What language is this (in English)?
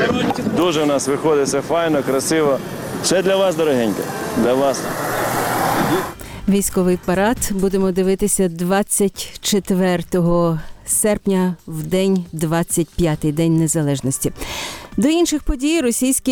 Ukrainian